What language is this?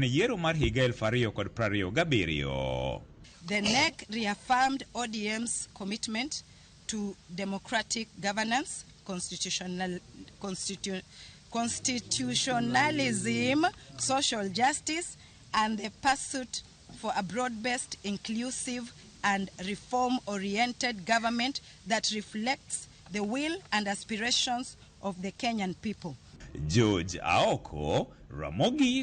Luo (Kenya and Tanzania)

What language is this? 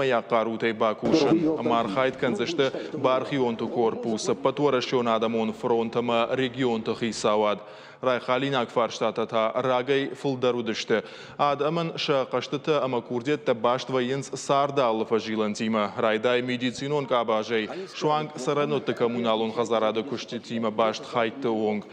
Ossetic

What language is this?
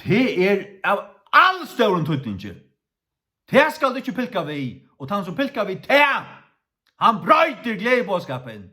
Faroese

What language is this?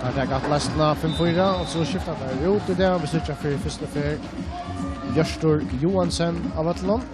Faroese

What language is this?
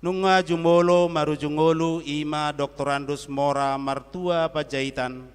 Batak Toba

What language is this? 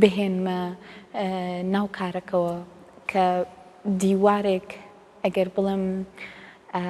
Central Kurdish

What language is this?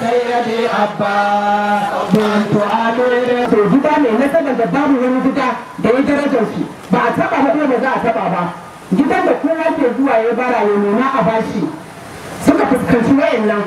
Hausa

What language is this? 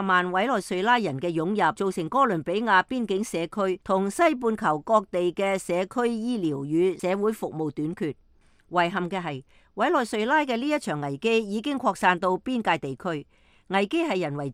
Cantonese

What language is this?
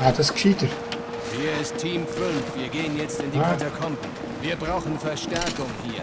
Swiss German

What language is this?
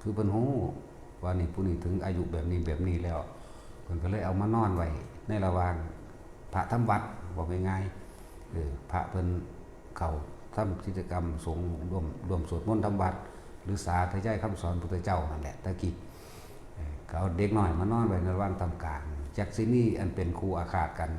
Northeastern Thai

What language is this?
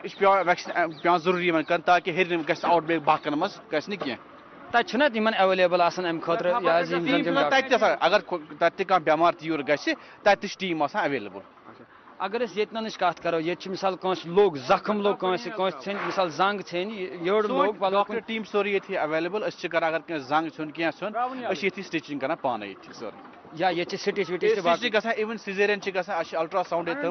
Kashmiri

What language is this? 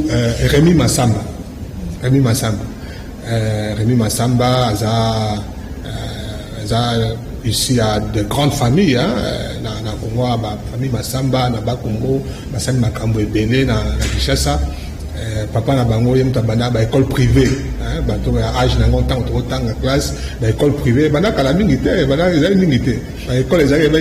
Lingala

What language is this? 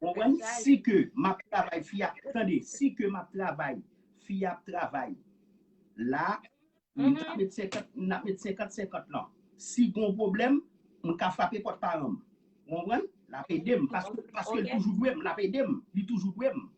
Haitian Creole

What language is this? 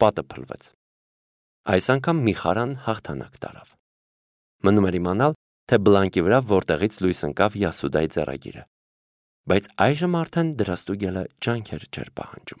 Armenian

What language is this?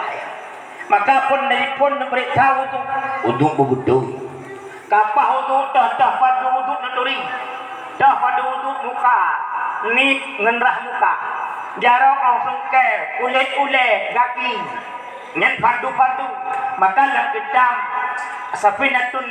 Achinese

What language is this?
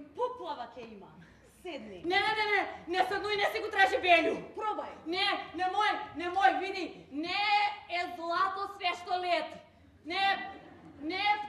Macedonian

